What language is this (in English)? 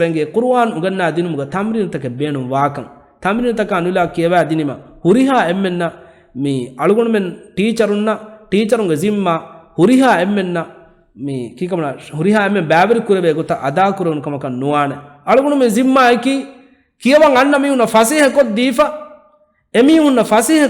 Divehi